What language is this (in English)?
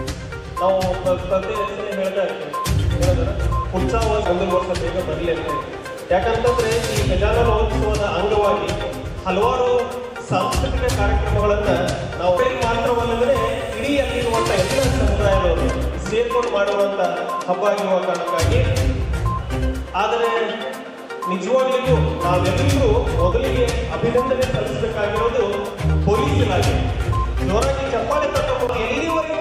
Kannada